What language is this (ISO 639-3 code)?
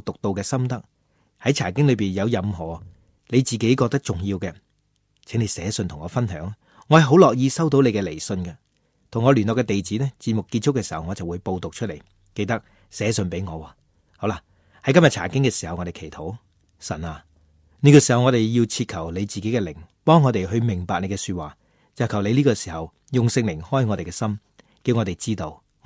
yue